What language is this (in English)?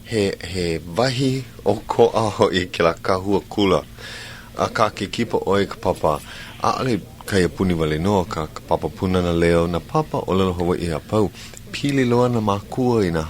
Hawaiian